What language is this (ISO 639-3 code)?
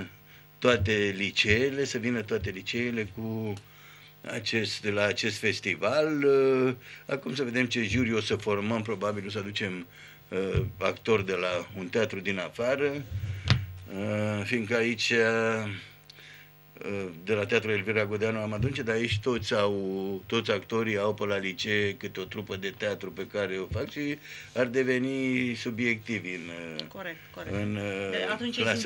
ron